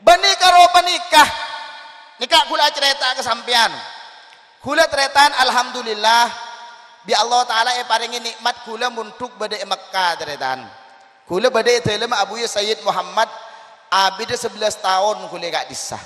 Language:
Madurese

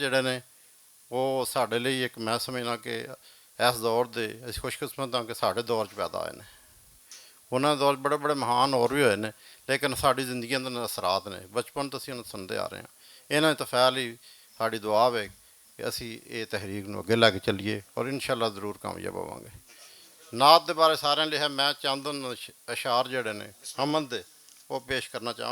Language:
Western Panjabi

